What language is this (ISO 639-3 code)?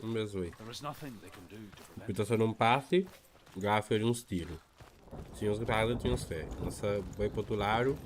kea